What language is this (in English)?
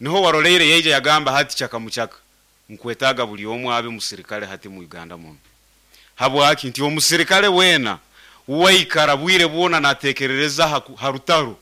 Nyoro